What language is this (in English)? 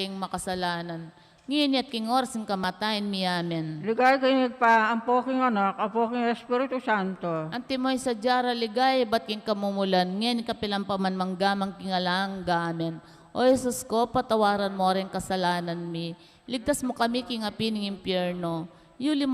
Pampanga